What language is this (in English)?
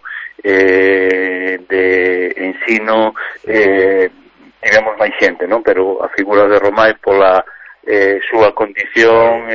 Galician